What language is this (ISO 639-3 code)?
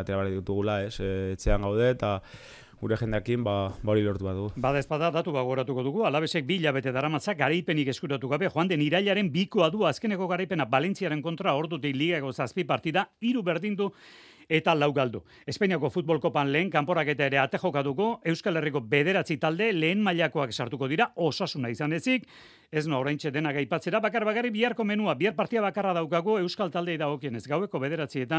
eus